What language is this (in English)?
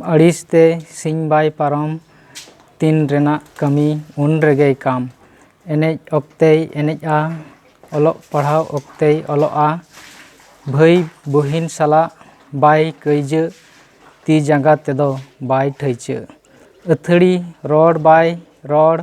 Santali